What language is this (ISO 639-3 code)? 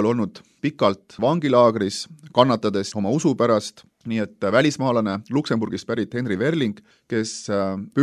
est